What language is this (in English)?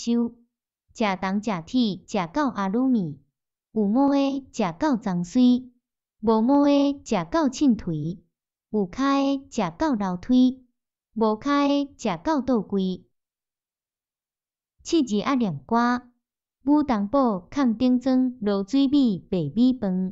Min Nan Chinese